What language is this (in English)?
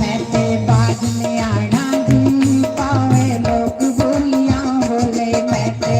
Dogri